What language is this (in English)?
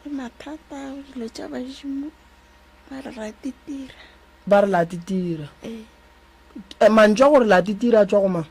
Northern Sotho